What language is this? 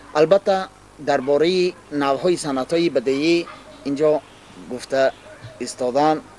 Tajik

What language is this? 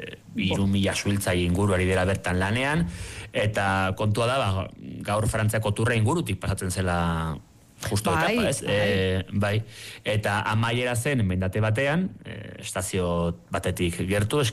Basque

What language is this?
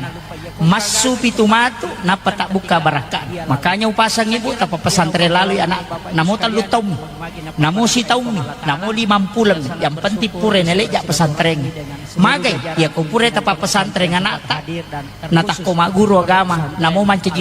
Buginese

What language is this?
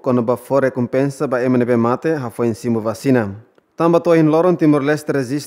Tetum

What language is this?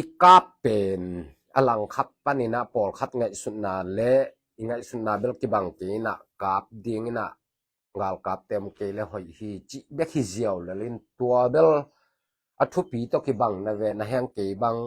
Tedim Chin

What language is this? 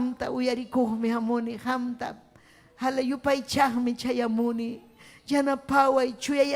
Ayacucho Quechua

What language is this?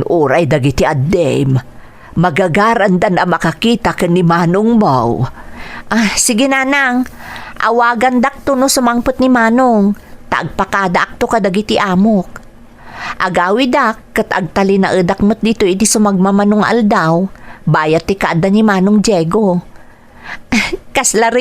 Iloko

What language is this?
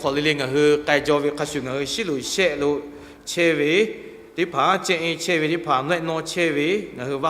Lahu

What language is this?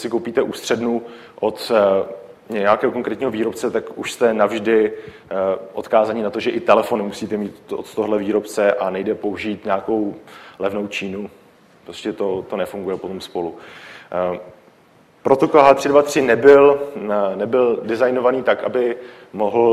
Czech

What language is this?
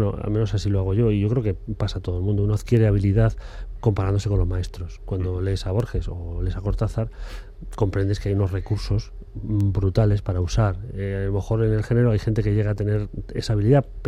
Spanish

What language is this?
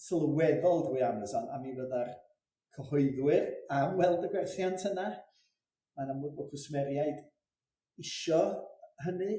Welsh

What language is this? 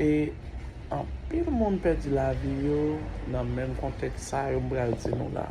Haitian Creole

